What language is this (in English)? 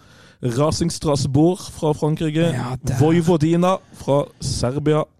Norwegian